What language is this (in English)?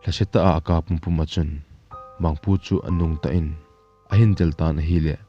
Thado Chin